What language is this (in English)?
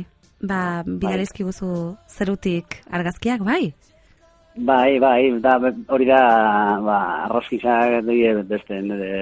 Basque